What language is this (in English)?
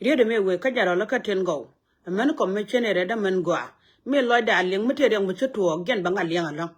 Nuer